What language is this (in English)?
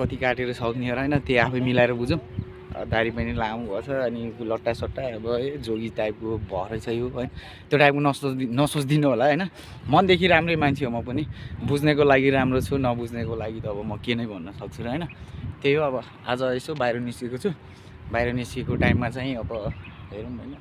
Nepali